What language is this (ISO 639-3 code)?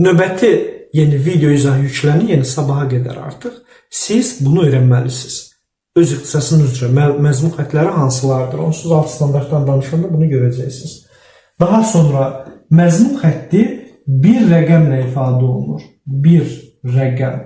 aze